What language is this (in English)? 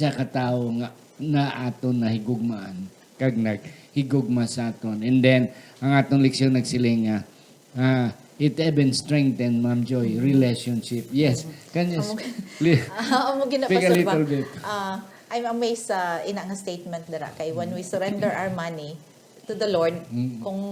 Hiligaynon